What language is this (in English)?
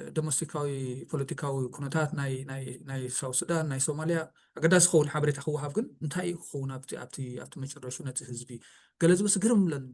Tigrinya